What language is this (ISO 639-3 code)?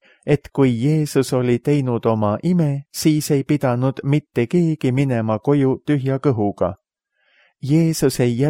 est